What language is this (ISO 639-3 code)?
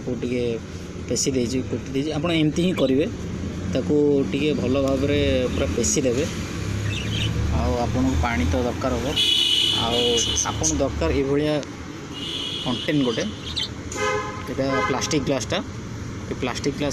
ori